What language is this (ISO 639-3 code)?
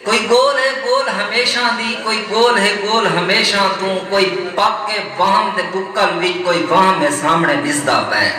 skr